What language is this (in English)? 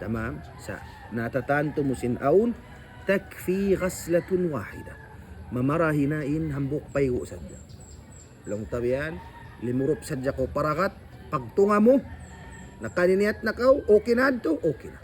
Tausug